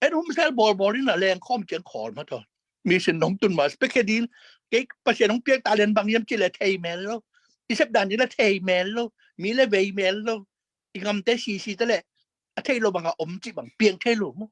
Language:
Tedim Chin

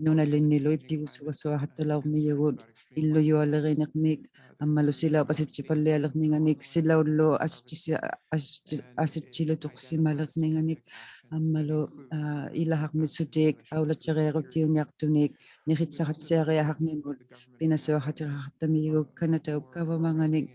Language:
Inuktitut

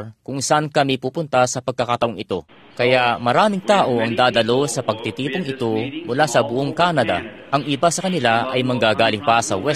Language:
Filipino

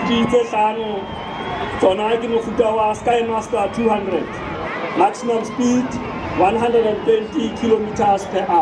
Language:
Southern Sotho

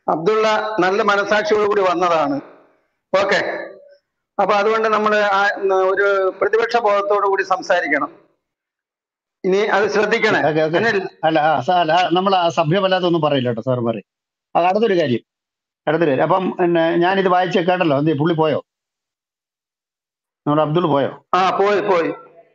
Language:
Malayalam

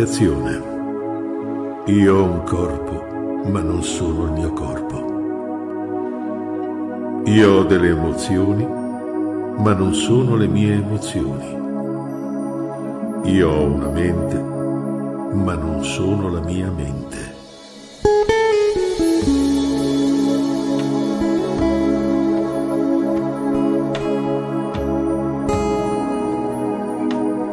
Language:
Italian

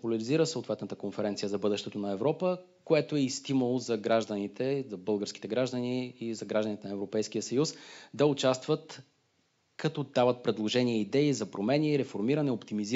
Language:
Bulgarian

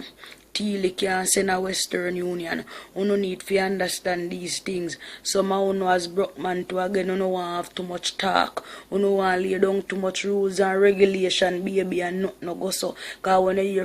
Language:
Jamaican Creole English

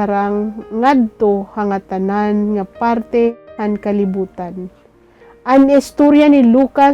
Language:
Waray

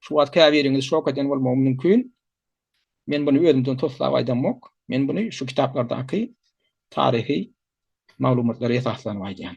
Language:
Turkmen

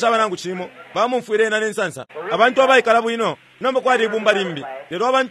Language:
Bemba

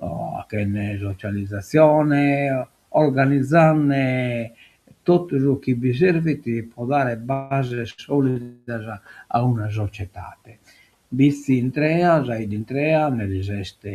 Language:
Sardinian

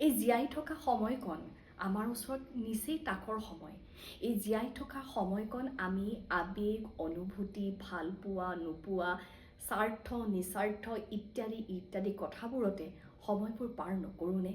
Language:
Assamese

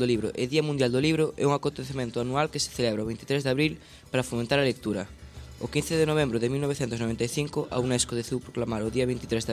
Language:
Galician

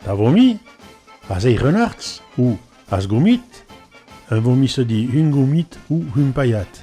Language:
Occitan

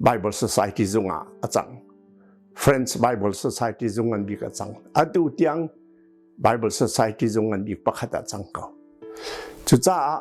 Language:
Hakha Chin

